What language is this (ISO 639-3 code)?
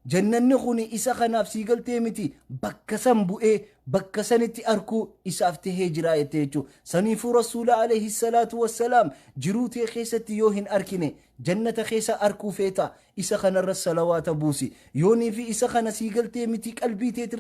orm